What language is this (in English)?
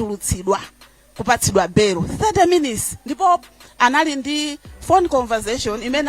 Nyanja